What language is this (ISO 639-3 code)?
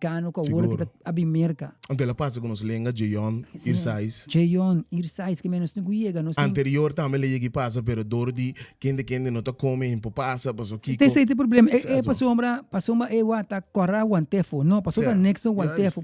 pap